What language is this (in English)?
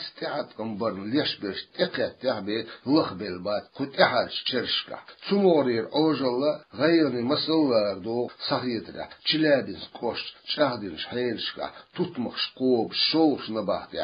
Chechen